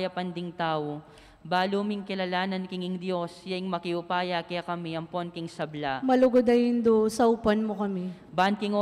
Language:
Pampanga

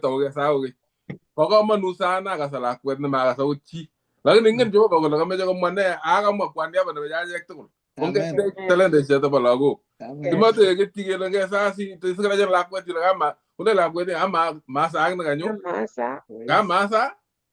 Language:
Kalenjin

